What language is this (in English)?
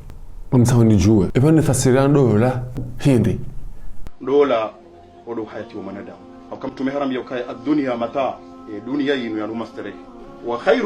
Ngazidja Comorian